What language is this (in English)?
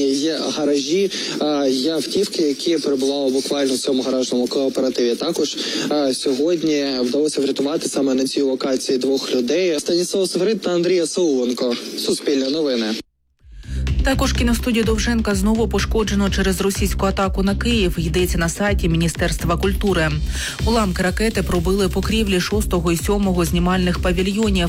Ukrainian